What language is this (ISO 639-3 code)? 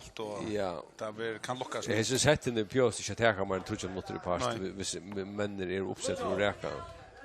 fao